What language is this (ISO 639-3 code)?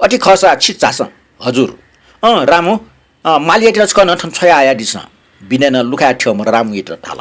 new